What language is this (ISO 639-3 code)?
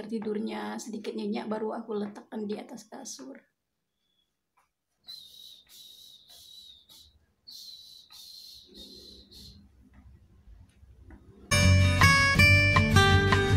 ind